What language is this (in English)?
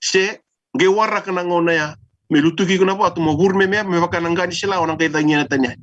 Fijian